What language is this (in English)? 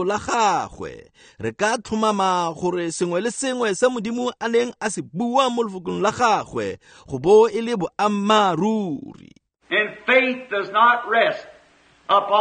Tswana